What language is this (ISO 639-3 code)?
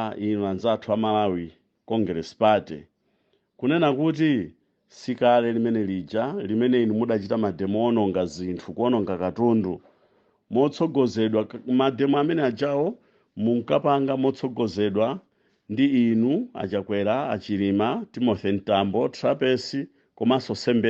nya